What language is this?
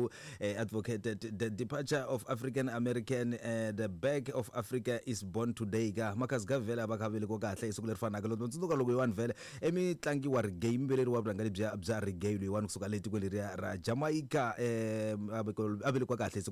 Tsonga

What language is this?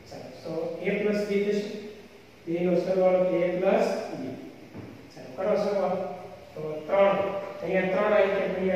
Gujarati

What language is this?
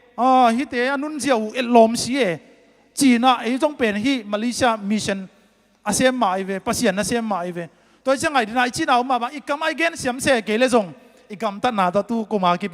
Tedim Chin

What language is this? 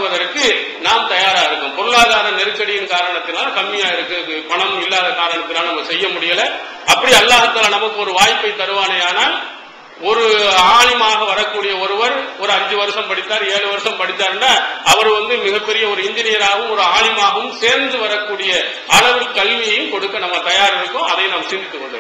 Tamil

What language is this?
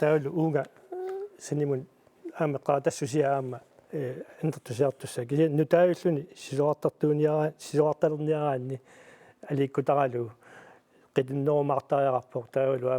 Kalaallisut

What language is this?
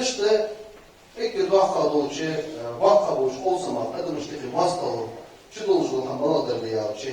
Ingush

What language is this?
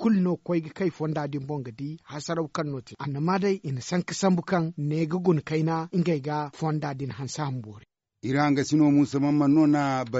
Zarma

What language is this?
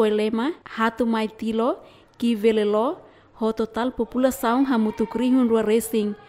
Tetum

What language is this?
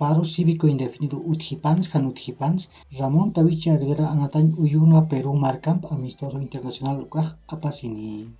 Aymara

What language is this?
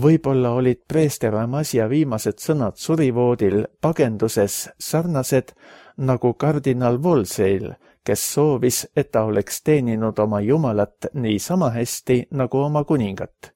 Estonian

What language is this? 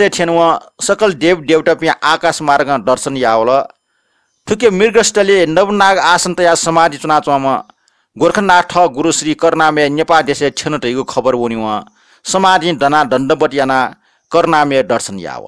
Newari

